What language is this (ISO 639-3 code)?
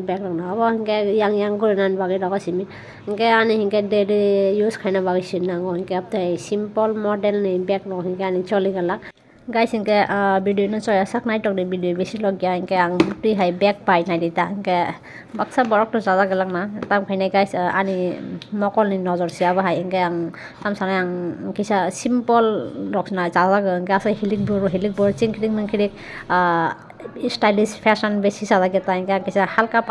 trp